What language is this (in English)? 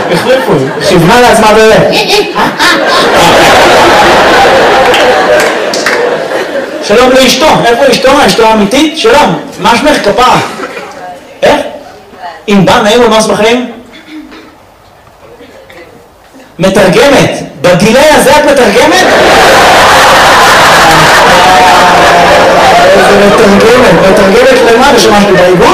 Hebrew